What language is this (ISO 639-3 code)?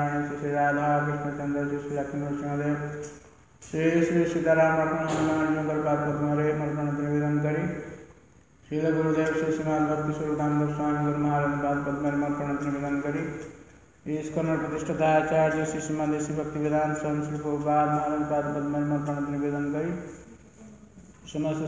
ori